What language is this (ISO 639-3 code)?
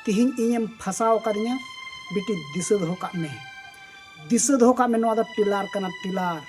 sat